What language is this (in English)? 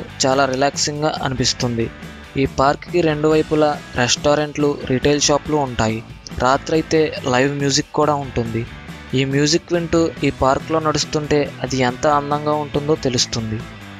Telugu